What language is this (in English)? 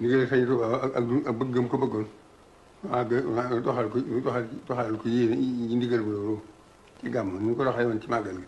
Wolof